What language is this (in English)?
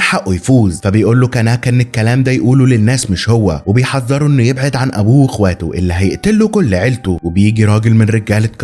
Egyptian Arabic